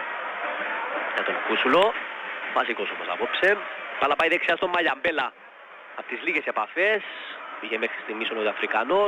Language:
Greek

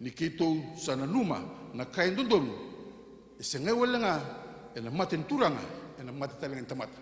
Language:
Fijian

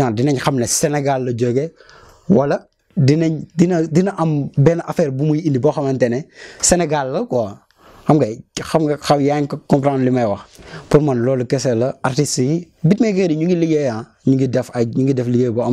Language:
Wolof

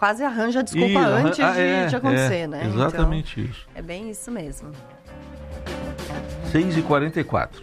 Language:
Portuguese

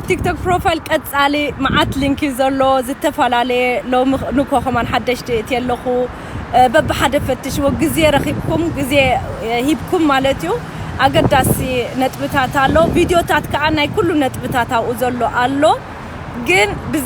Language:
Tigrinya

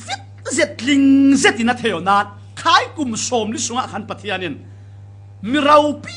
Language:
Falam Chin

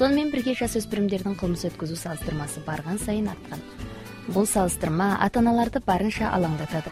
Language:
Kazakh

